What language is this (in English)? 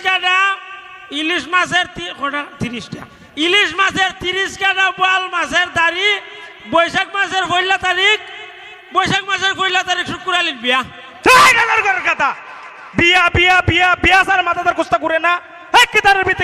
Sylheti